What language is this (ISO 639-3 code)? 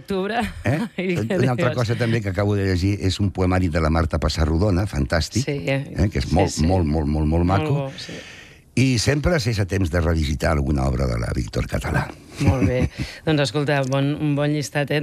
cat